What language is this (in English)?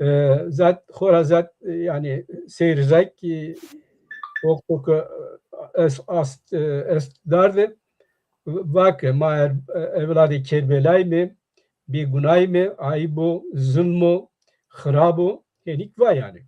Zaza